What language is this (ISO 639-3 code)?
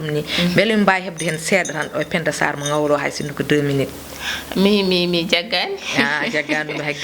ful